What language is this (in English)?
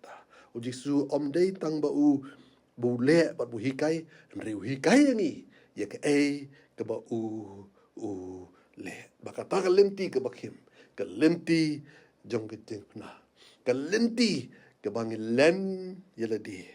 Khasi